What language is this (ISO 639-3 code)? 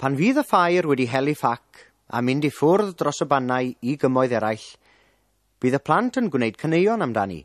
cym